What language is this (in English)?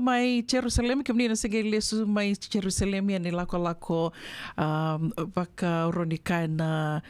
Fijian